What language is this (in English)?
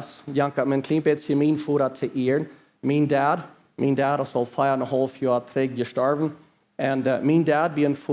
Plautdietsch